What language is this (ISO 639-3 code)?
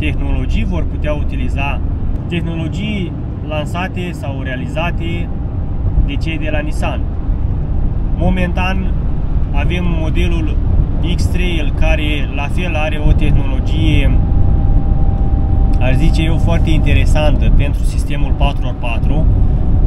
ron